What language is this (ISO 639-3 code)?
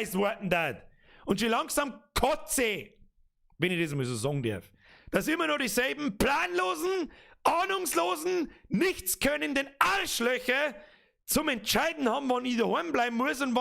bar